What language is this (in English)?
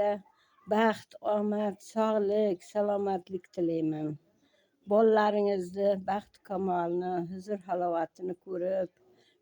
Uzbek